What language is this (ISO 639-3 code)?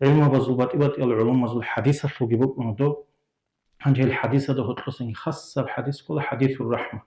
ava